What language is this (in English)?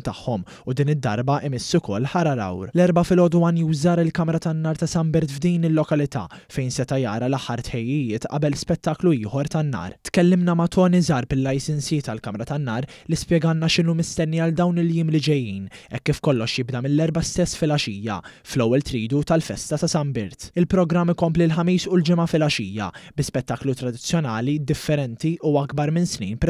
Maltese